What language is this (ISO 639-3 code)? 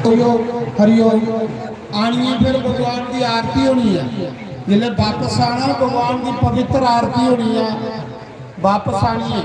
doi